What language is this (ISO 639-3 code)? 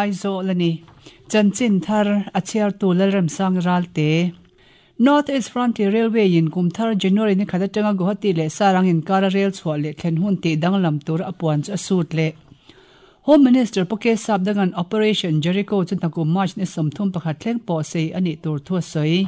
lus